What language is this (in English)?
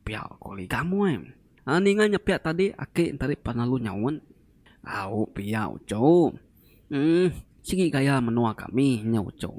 Iban